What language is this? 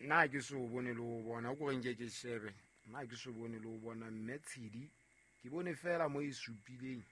Southern Sotho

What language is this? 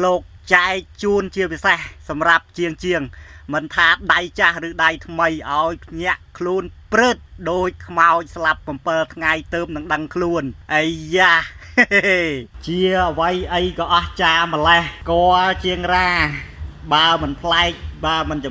Khmer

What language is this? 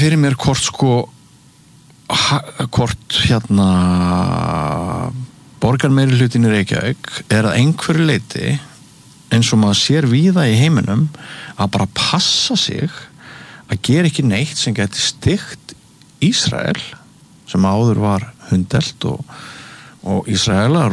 Icelandic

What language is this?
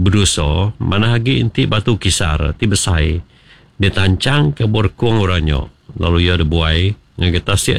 Iban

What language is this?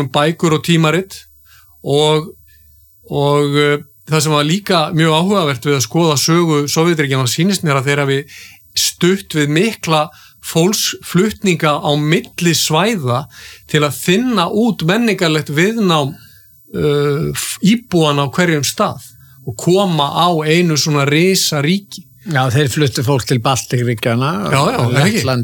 Icelandic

